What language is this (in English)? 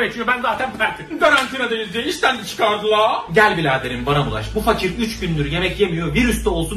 Turkish